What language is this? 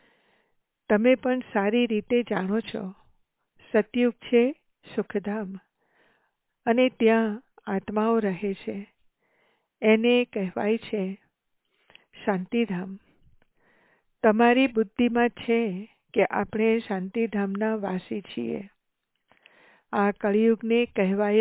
Gujarati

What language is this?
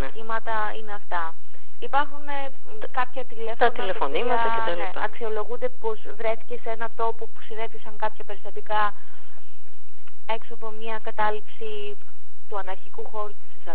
Greek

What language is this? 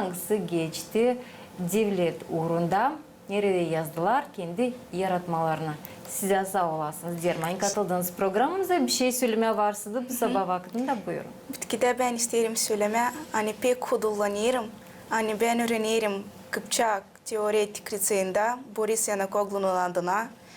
Gagauz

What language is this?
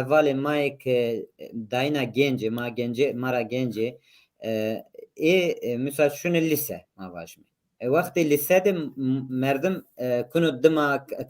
Zaza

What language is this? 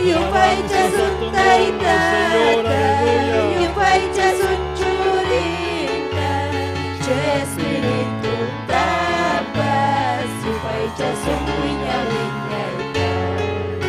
Ayacucho Quechua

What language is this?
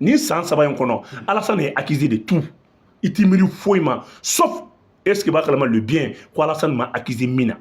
Bambara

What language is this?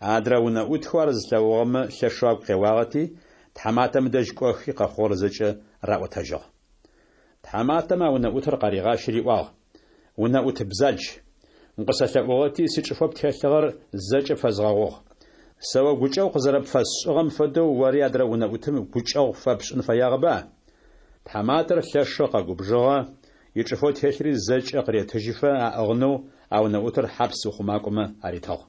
Kabardian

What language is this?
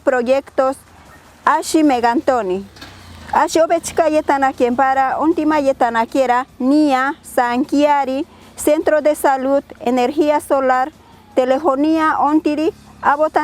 Machiguenga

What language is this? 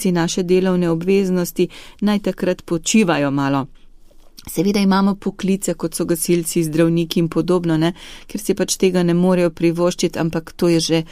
Slovenian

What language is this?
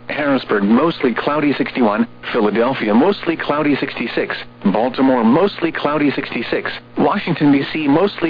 English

